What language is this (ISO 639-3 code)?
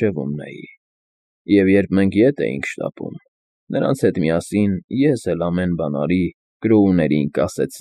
hye